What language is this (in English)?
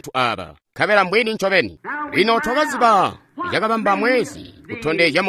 Tonga (Zambia)